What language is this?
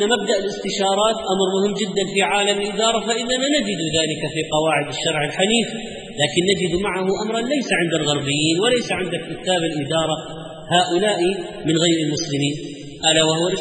Arabic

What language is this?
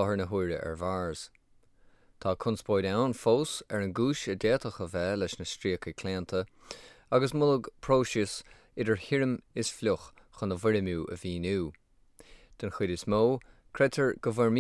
Irish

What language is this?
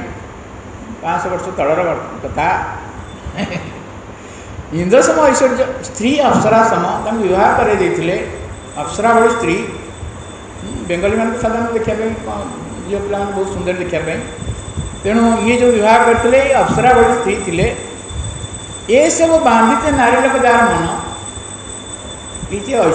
Odia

